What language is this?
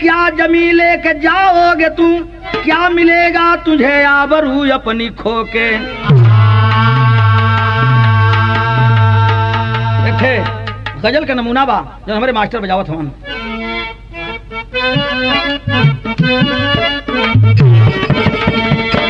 Bhojpuri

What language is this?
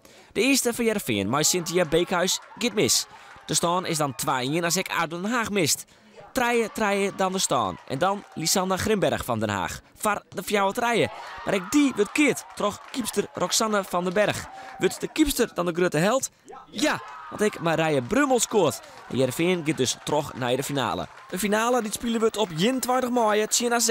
Western Frisian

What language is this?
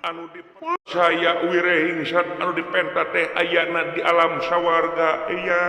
Sundanese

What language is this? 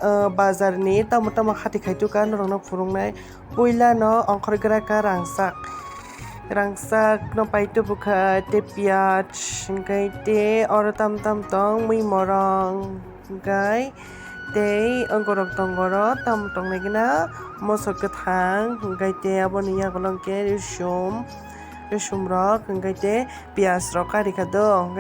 Kok Borok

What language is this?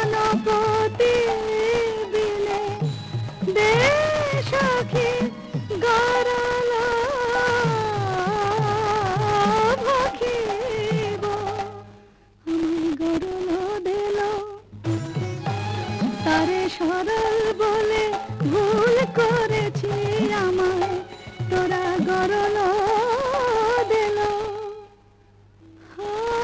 Bangla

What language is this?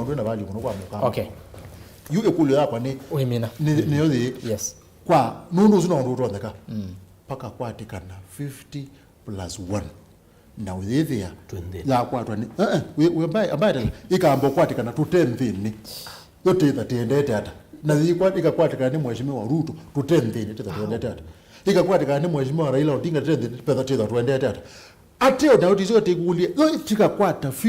Kamba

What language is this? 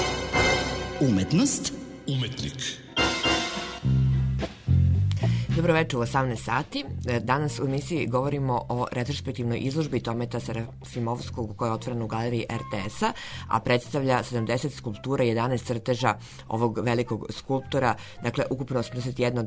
Serbian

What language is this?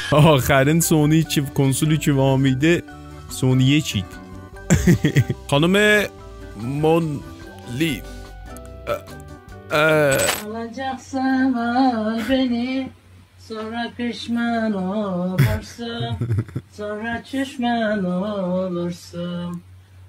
South Azerbaijani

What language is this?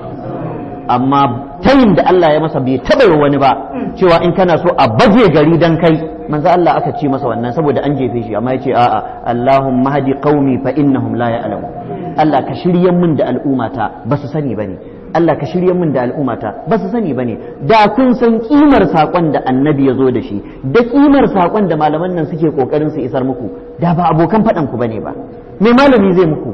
Hausa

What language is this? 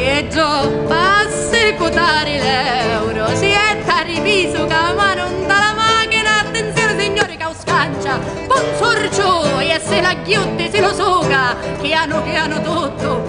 Sicilian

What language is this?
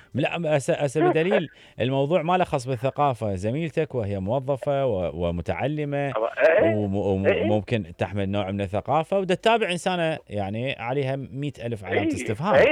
Mesopotamian Arabic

